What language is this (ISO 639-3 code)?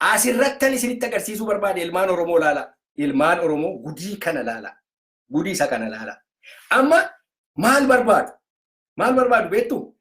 orm